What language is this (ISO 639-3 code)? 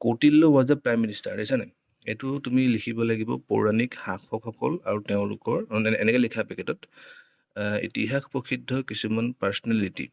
asm